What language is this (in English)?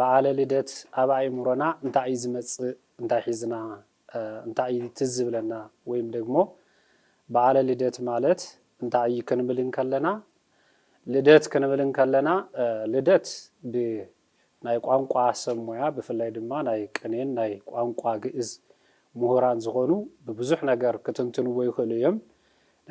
Tigrinya